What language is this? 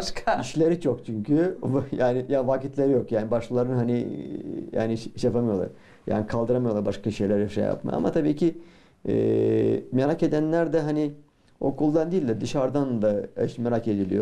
Gagauz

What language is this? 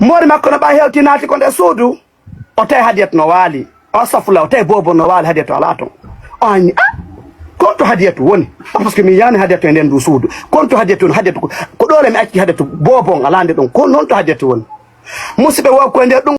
Fula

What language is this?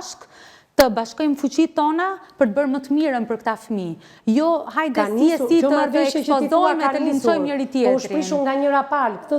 Albanian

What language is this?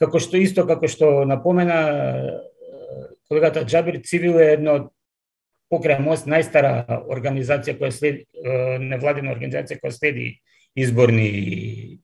Macedonian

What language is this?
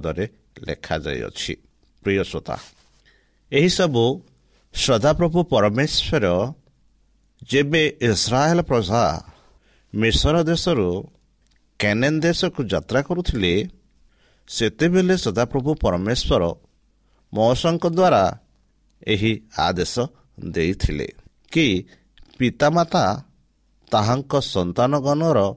Odia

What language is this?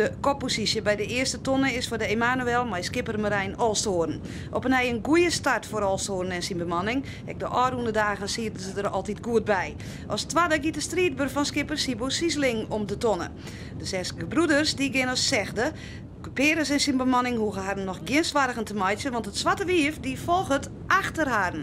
Western Frisian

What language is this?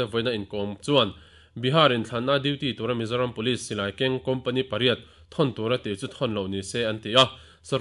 Mizo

